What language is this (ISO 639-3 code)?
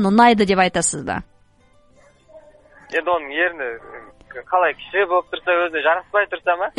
kaz